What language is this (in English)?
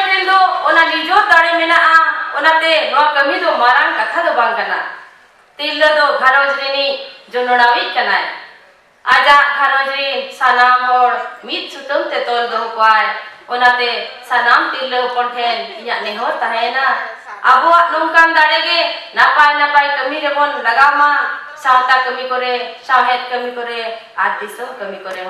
Santali